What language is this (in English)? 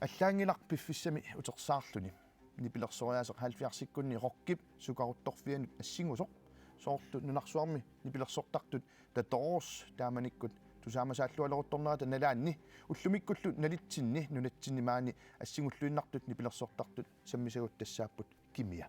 Kalaallisut